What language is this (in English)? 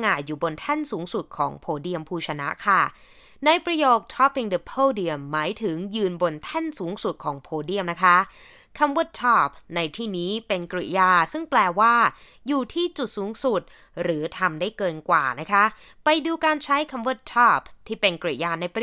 Thai